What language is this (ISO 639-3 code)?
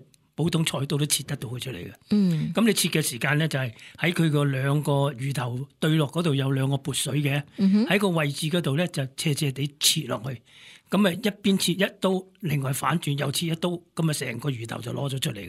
yue